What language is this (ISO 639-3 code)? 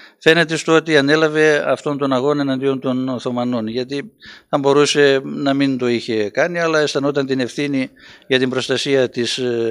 ell